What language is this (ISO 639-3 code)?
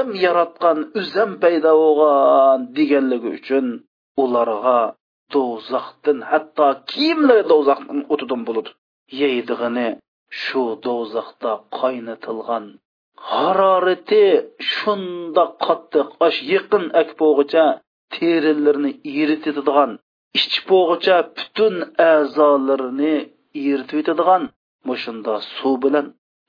uig